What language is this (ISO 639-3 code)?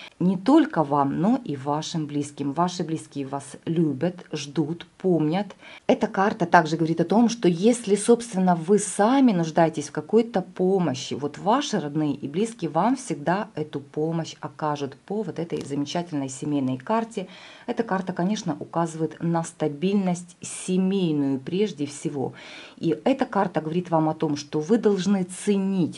rus